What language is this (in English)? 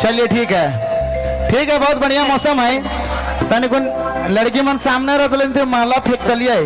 Sadri